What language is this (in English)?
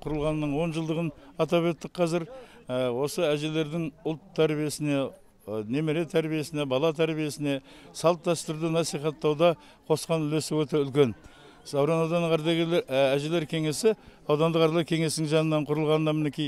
Kazakh